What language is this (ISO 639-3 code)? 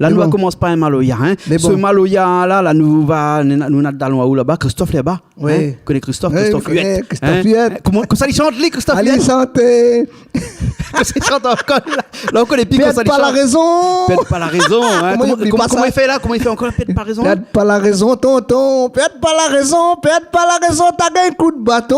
rcf